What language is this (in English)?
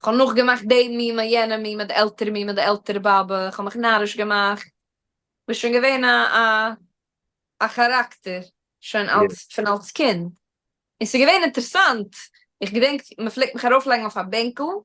Yiddish